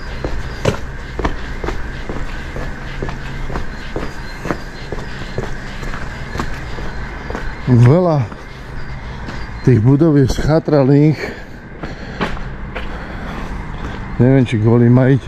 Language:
Slovak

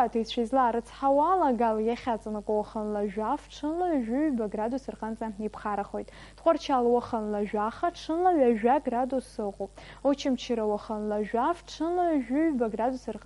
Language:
Abkhazian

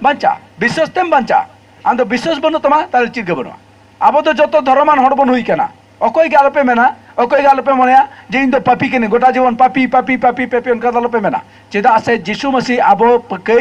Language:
Santali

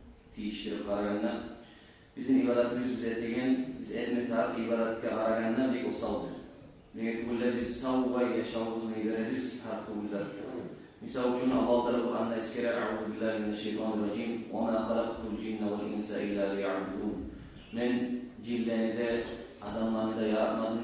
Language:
Kumyk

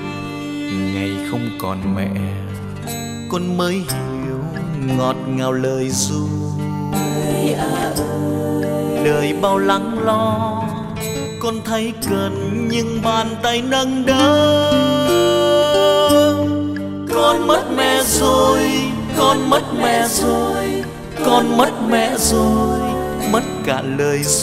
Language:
Vietnamese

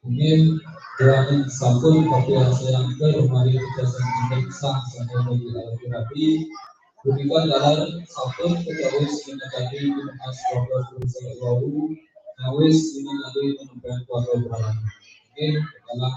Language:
Balinese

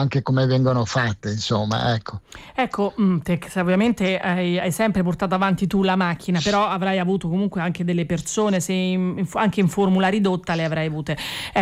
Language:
Italian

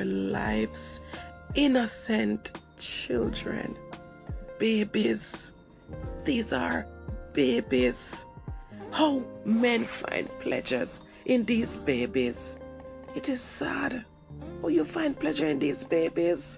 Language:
Jamaican Creole English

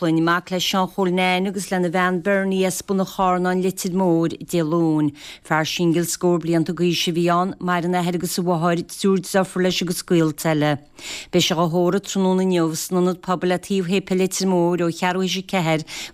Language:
Irish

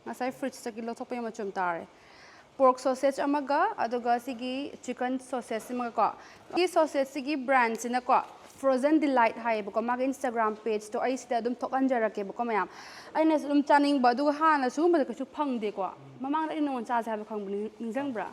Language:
Manipuri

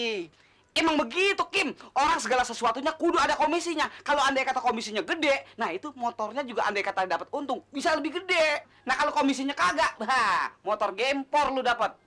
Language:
Betawi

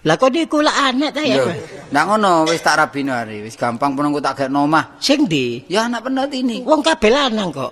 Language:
Javanese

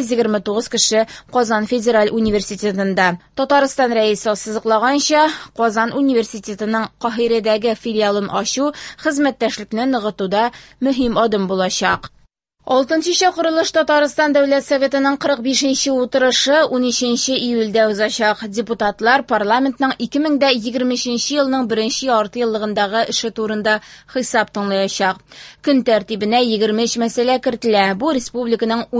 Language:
Tatar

